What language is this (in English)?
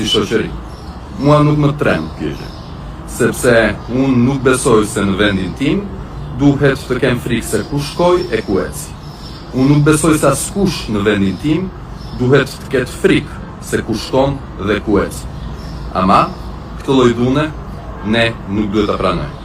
Albanian